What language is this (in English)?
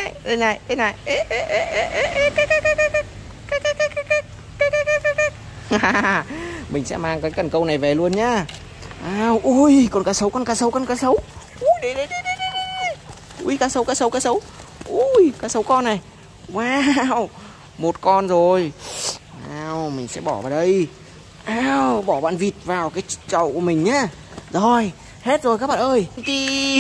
Vietnamese